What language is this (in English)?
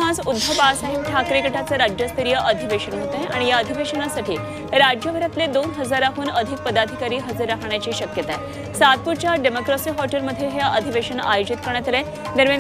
Marathi